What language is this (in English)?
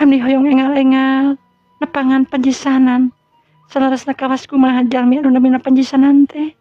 Sundanese